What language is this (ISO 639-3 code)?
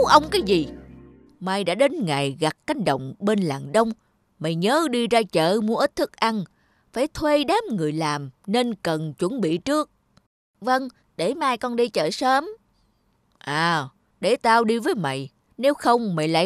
vie